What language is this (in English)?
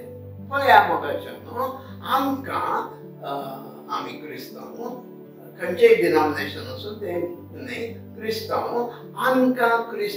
Konkani